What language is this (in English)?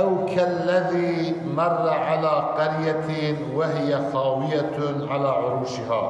Kurdish